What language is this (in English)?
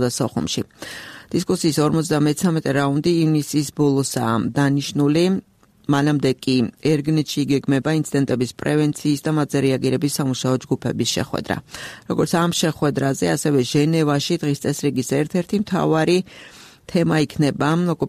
Georgian